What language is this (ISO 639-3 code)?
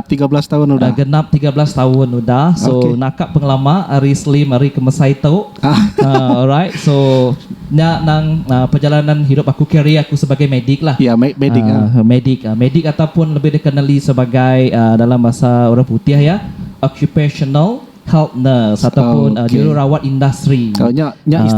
iba